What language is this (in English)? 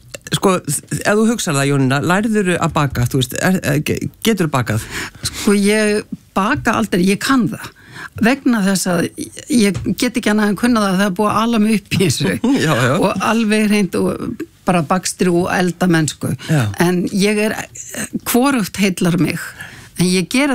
Icelandic